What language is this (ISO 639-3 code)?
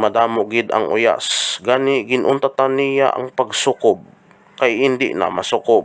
hil